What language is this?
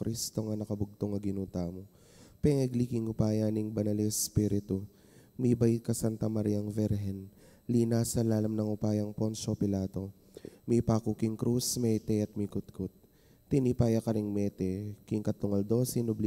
Pampanga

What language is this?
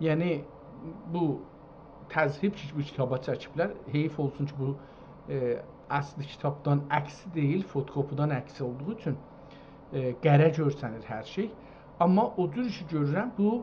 South Azerbaijani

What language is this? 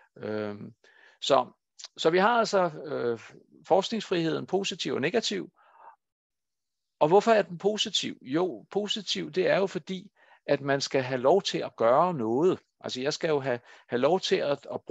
Danish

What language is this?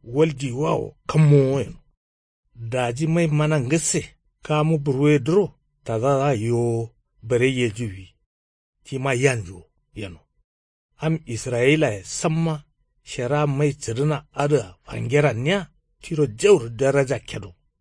Kanuri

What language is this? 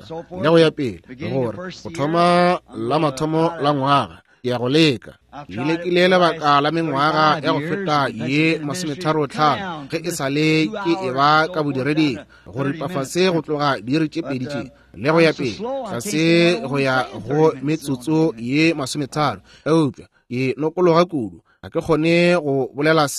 Northern Sotho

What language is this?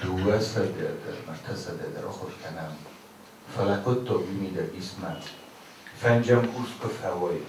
Ossetic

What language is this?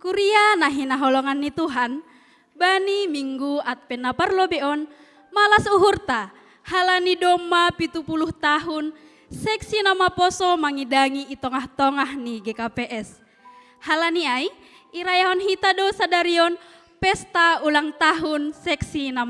Batak Simalungun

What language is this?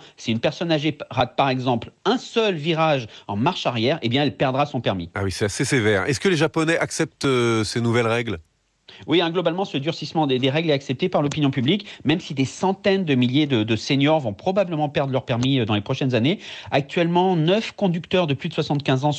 French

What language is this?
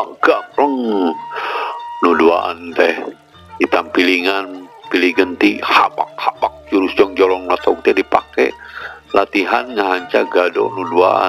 Sundanese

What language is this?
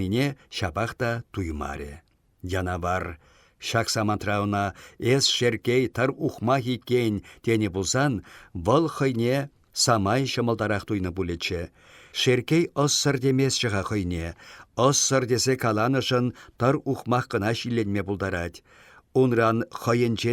Chuvash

